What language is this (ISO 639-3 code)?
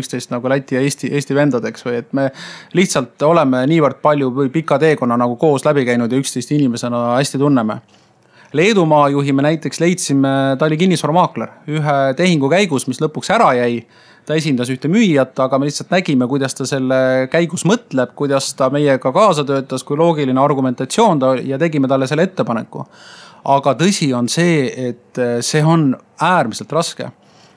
est